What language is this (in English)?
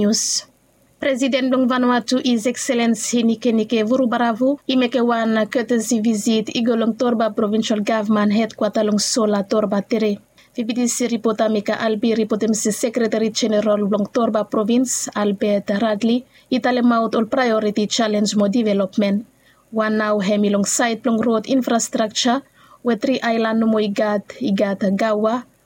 Bislama